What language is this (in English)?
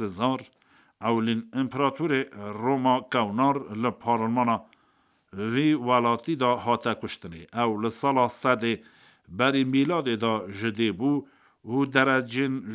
Kurdish